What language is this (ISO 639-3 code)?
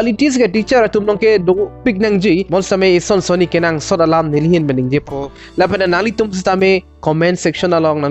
mjw